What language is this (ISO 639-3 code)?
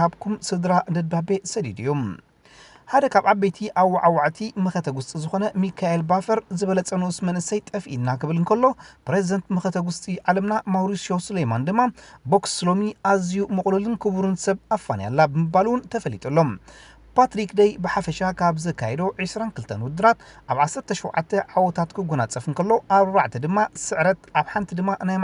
tir